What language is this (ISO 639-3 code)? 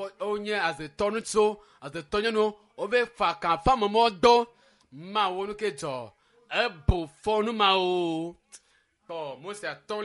ewe